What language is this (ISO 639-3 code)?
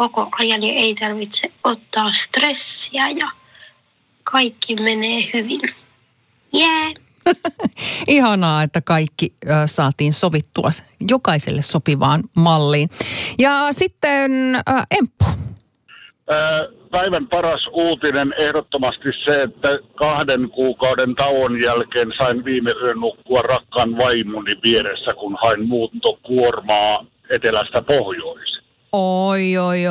fin